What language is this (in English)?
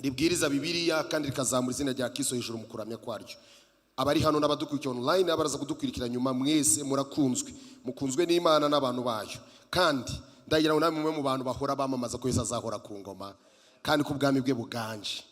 Kinyarwanda